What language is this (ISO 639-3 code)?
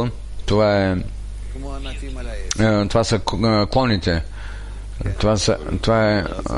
bul